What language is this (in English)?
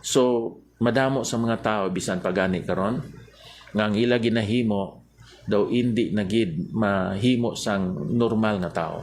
Hiligaynon